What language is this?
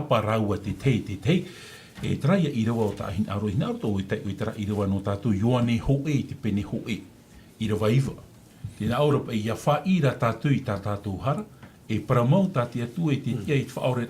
Tahitian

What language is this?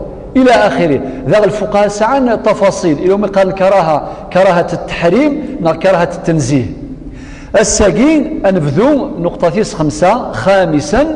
Kabyle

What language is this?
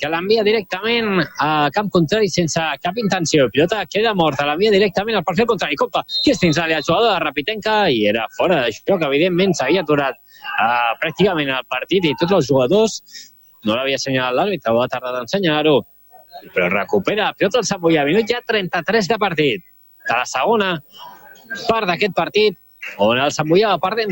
Catalan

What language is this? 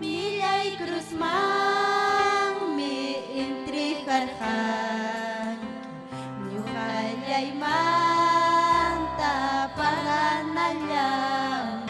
Ayacucho Quechua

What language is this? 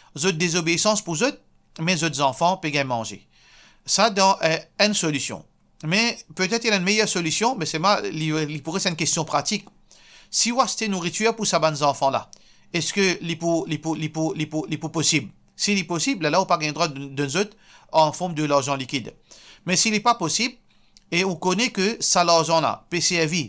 Morisyen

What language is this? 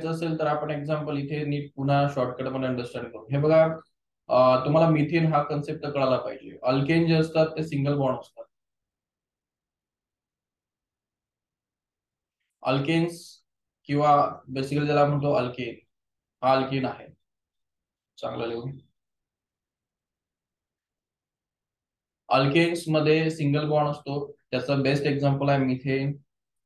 Marathi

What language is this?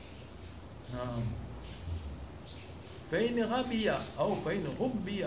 Swahili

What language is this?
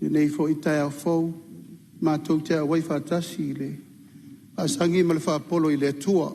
Samoan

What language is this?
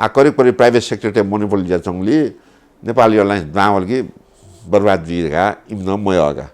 Newari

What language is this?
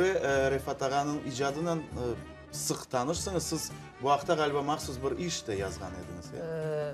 Crimean Tatar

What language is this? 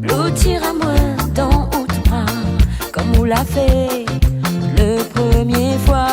Réunion Creole French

